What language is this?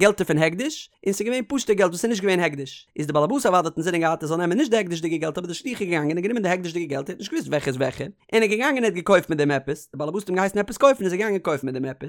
Yiddish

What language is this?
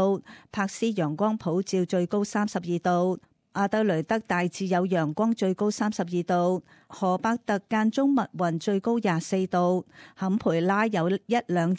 Cantonese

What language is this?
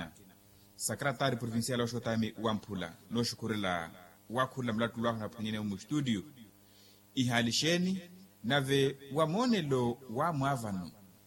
Makhuwa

